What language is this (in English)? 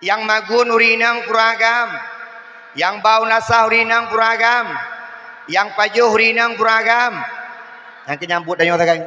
Achinese